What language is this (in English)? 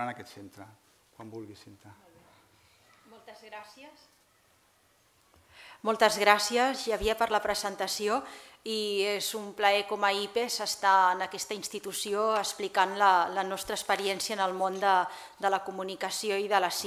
Catalan